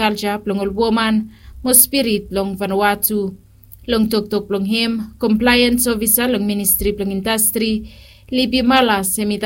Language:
Bislama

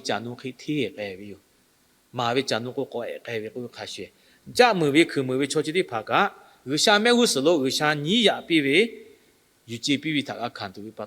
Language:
Lahu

